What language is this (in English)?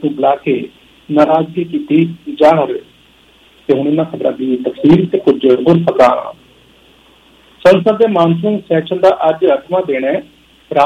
Punjabi